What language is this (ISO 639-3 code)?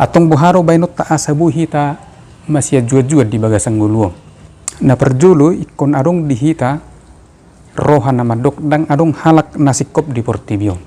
bbc